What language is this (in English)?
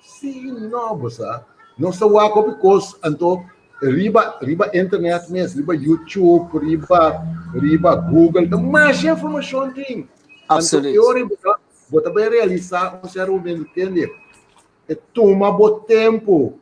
Papiamento